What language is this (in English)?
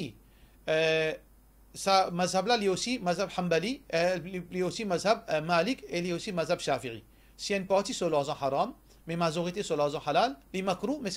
Morisyen